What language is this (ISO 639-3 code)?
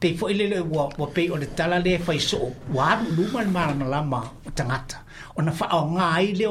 smo